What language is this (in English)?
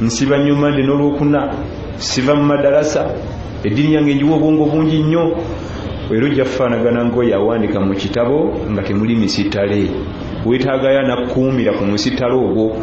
Ganda